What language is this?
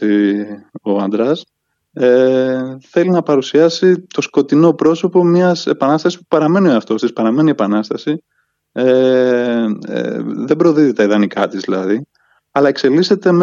Greek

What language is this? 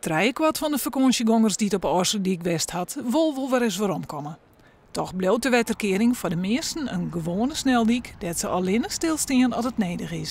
Western Frisian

